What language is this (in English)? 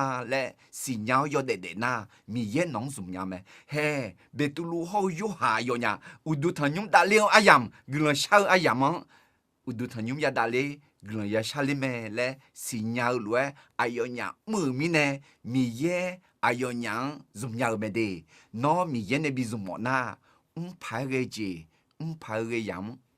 Akha